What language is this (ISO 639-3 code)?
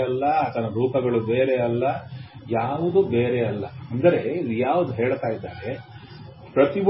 kan